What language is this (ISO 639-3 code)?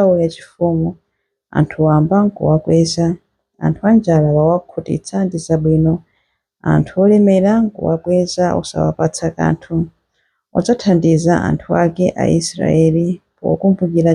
nya